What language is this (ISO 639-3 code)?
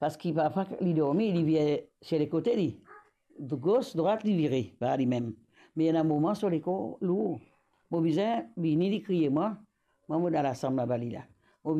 mfe